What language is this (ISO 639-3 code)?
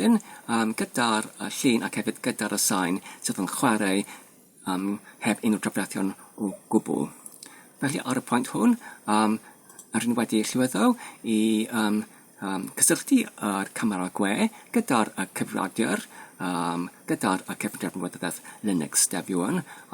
cym